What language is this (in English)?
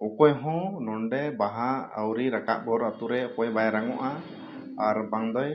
Santali